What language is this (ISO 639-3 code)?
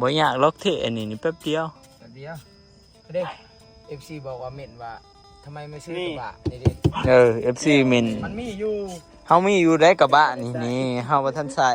tts